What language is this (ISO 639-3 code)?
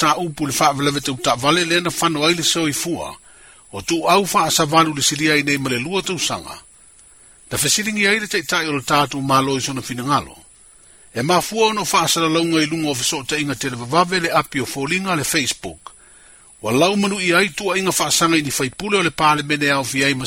smo